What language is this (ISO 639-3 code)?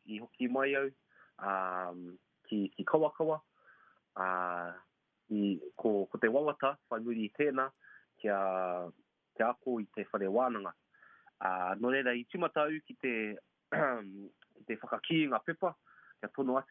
mri